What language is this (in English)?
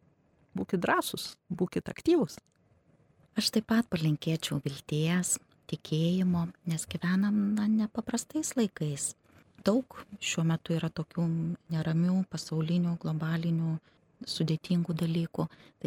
Lithuanian